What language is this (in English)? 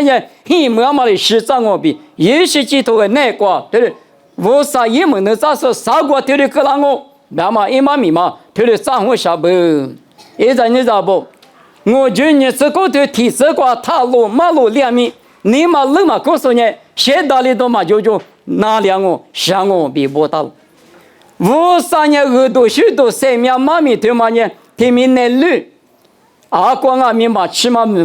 Lisu